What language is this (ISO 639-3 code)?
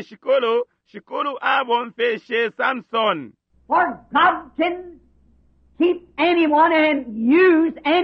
bem